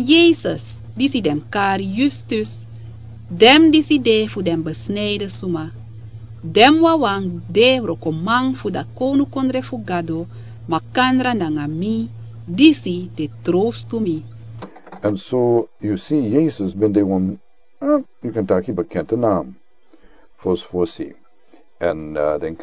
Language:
Sranan Tongo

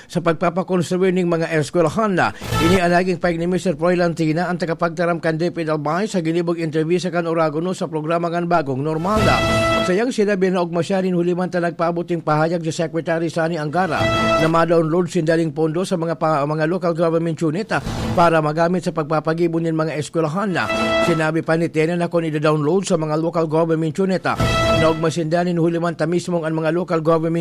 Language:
Bikol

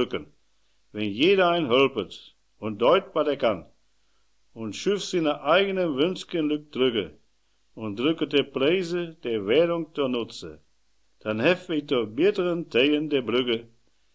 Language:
Westphalien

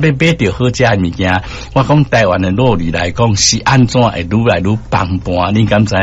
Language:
Min Nan Chinese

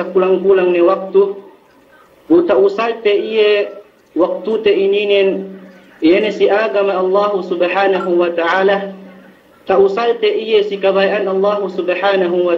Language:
Yakan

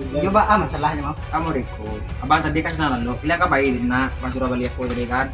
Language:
Minangkabau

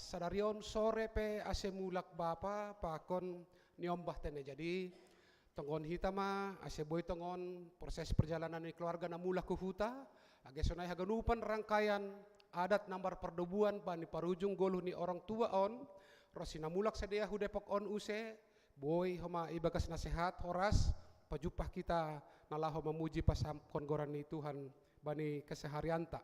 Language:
Batak Simalungun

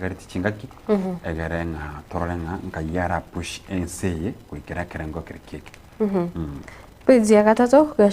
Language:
Gusii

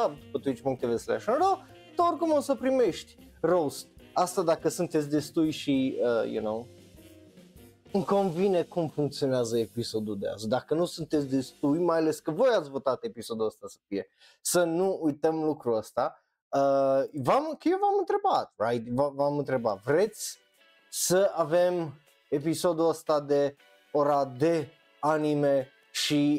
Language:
Romanian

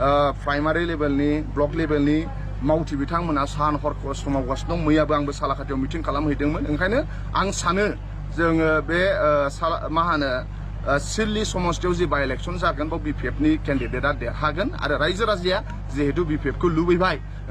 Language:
Bodo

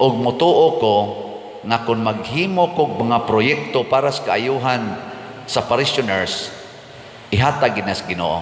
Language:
Cebuano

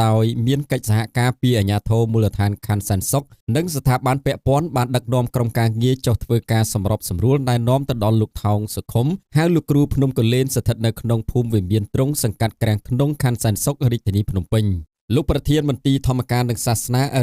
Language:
Khmer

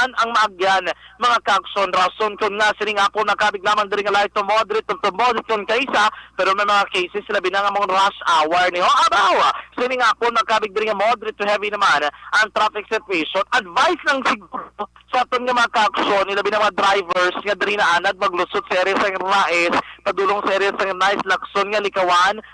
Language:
Hiligaynon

